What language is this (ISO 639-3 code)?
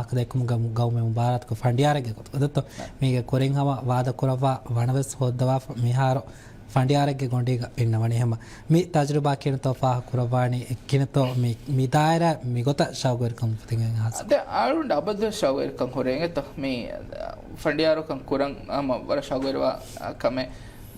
div